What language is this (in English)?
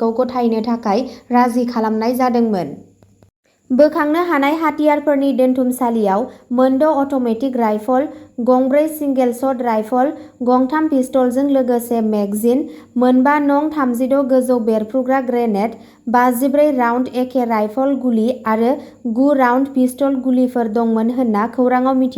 Bodo